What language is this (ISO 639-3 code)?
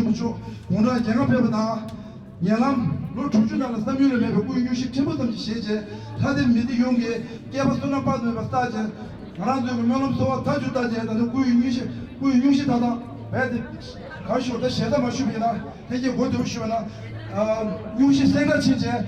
bod